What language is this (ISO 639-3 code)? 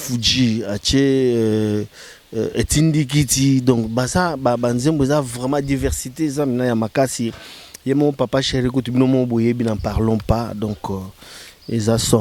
lin